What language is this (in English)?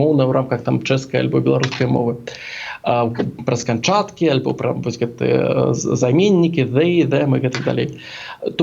Belarusian